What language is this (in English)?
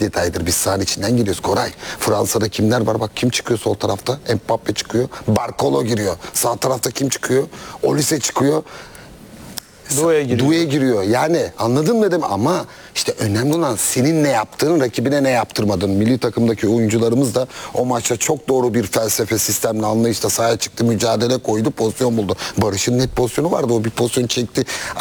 Turkish